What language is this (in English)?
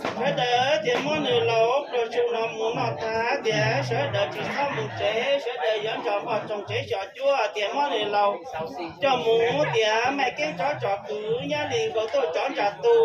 Hmong